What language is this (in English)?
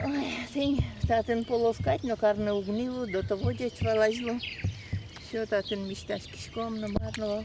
Udmurt